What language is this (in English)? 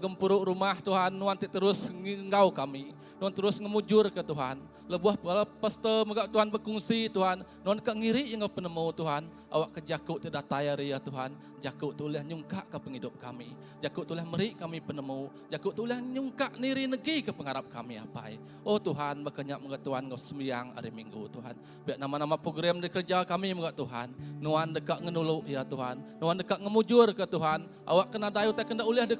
Iban